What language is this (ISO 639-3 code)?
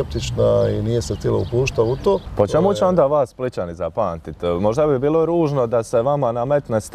hrv